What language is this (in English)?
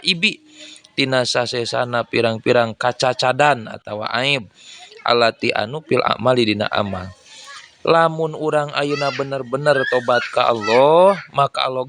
Sundanese